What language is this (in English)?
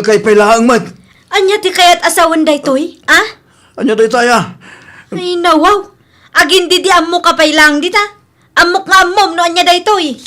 Iloko